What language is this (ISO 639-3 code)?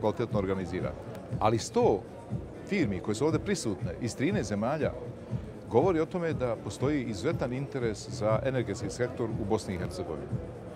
bos